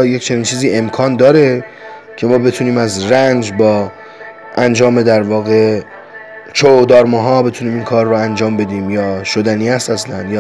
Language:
Persian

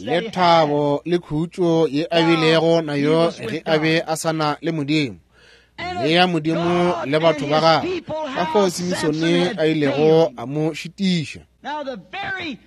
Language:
Northern Sotho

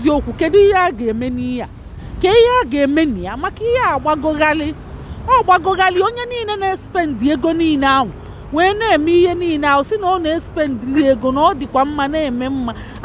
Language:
Igbo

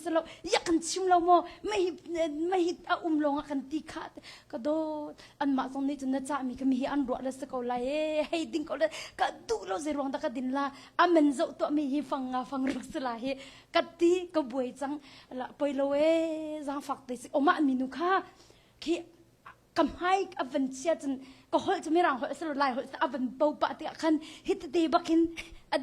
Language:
Hakha Chin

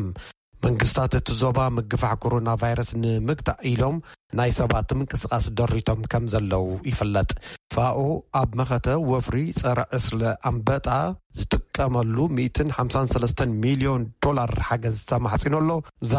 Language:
Tigrinya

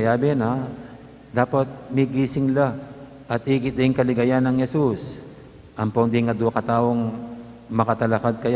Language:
Pampanga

